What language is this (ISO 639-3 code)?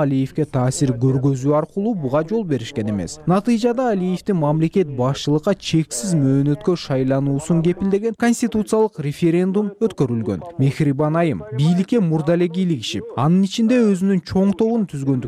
kir